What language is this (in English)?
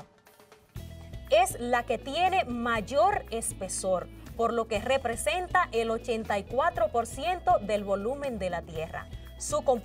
Spanish